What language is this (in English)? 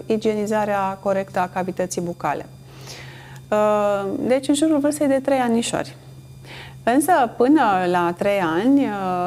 Romanian